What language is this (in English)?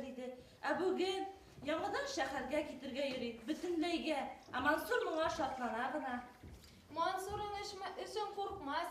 Bashkir